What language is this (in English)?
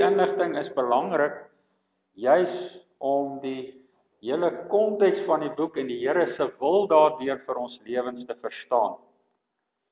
Afrikaans